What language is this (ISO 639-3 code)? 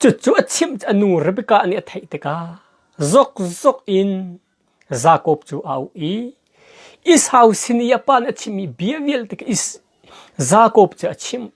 cnh